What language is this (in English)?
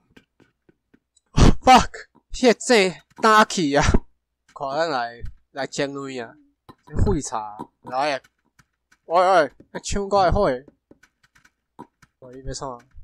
Min Nan Chinese